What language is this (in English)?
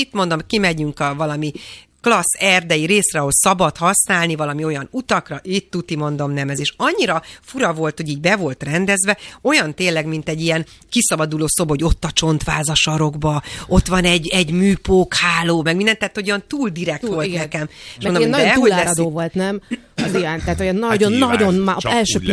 Hungarian